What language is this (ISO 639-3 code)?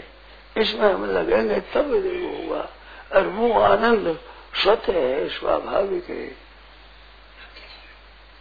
hin